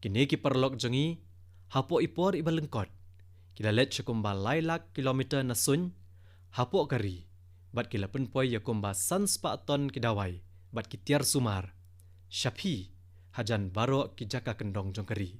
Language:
Khasi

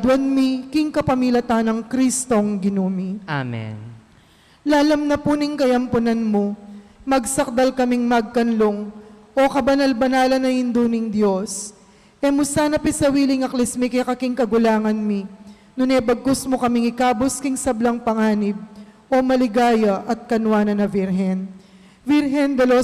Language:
Pampanga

